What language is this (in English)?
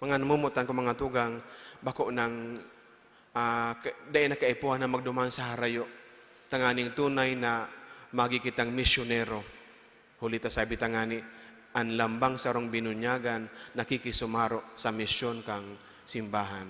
Bikol